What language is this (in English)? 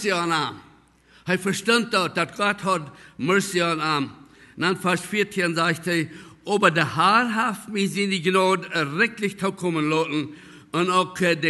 Plautdietsch